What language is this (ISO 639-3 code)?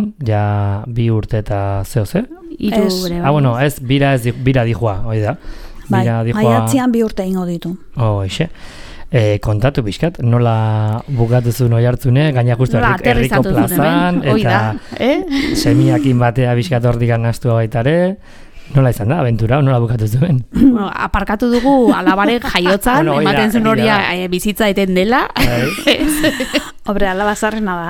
eus